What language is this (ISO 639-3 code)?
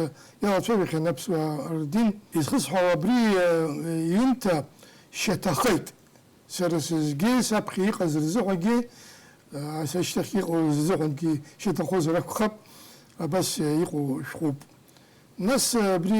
abk